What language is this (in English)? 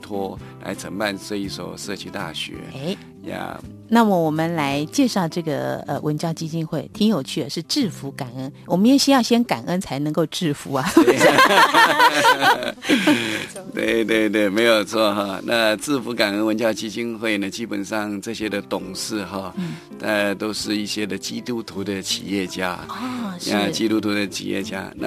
Chinese